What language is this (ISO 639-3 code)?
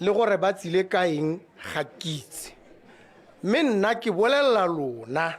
tsn